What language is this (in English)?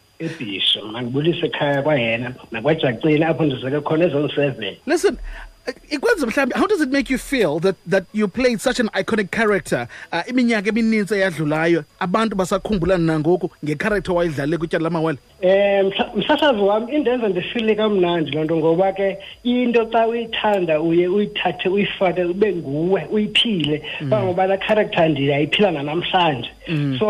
Xhosa